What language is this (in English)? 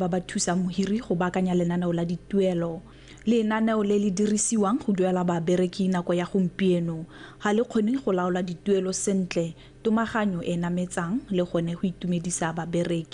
Tswana